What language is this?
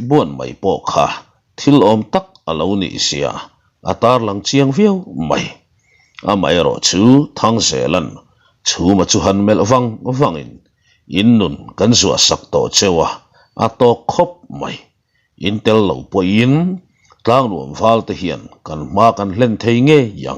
Mizo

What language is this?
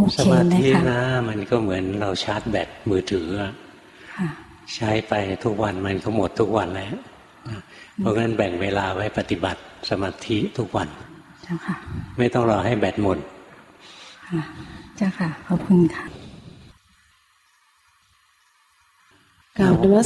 Thai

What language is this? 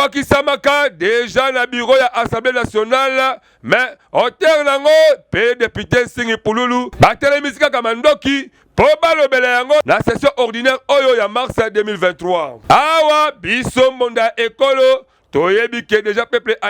Lingala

